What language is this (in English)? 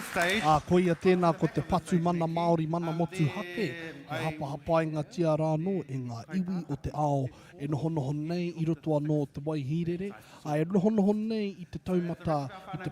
Māori